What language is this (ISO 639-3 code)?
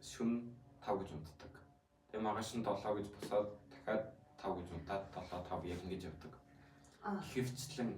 mon